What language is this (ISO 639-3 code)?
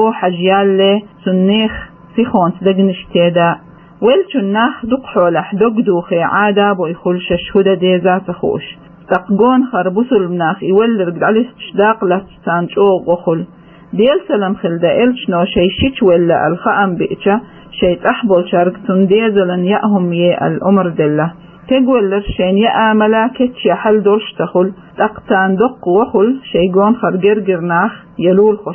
che